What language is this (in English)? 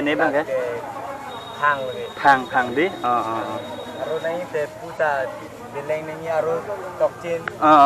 Karbi